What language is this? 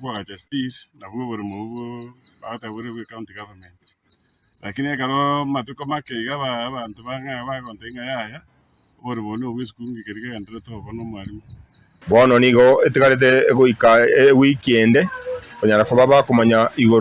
Gusii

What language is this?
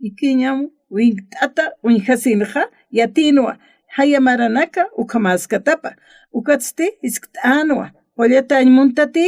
Aymara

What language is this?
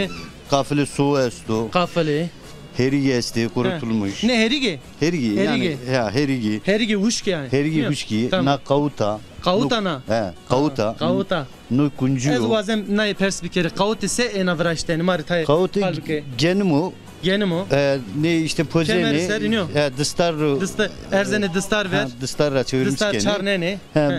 Zaza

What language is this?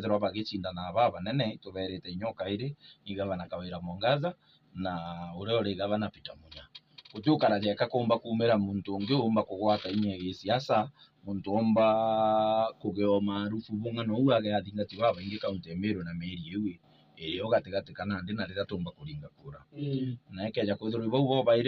Meru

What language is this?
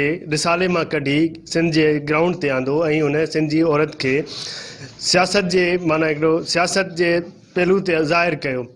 Sindhi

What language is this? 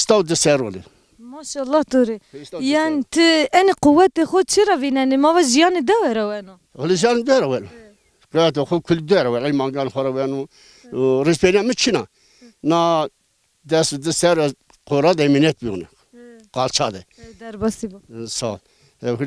Zaza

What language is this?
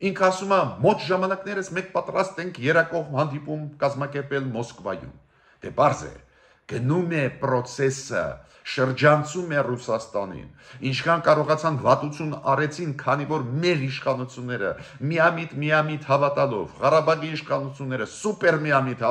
Armenian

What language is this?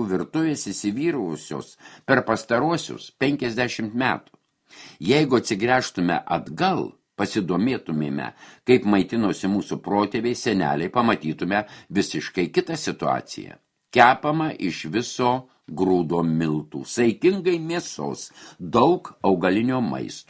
Lithuanian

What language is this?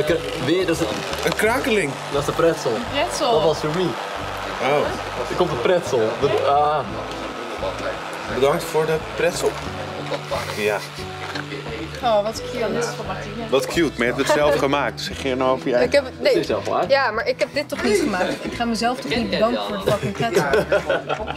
Dutch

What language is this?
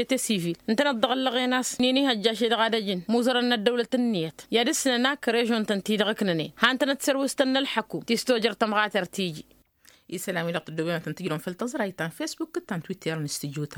Tamasheq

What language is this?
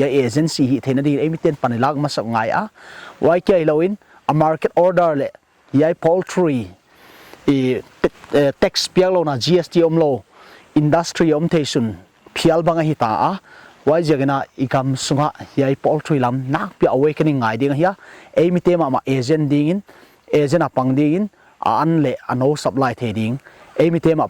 Paite Chin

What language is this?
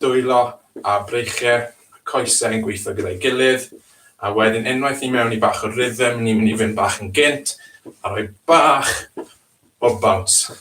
Welsh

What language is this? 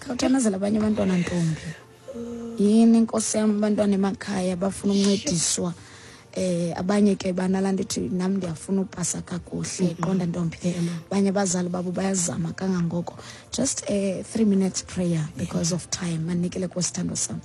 Xhosa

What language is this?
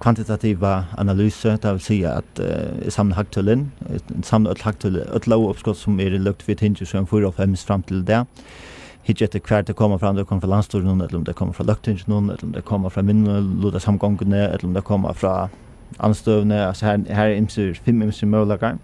Faroese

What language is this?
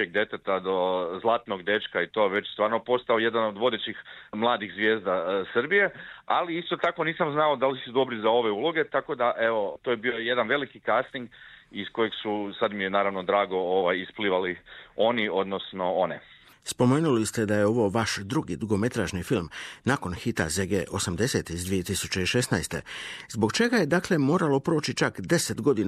Croatian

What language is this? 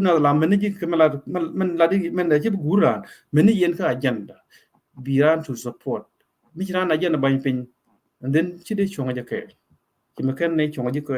Nuer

